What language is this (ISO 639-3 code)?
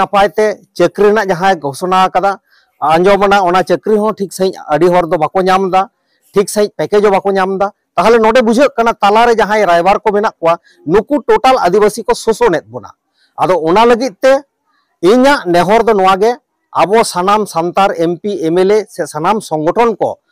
sat